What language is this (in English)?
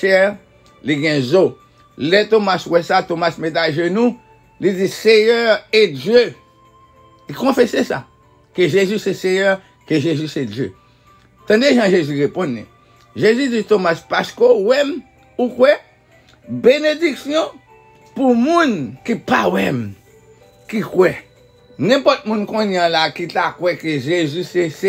Haitian Creole